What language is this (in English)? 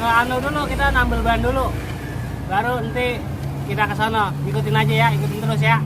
Betawi